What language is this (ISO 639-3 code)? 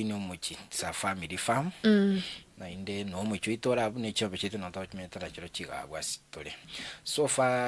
guz